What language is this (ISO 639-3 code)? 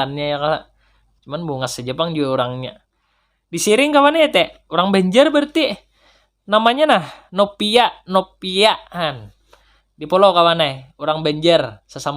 bjn